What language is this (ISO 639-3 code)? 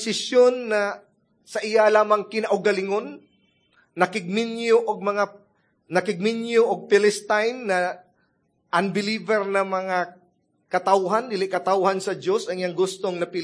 ceb